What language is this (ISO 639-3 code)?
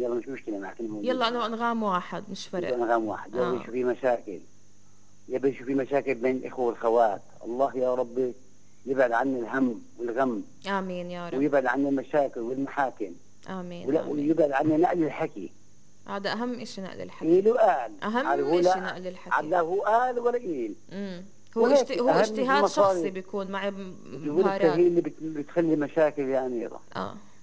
apc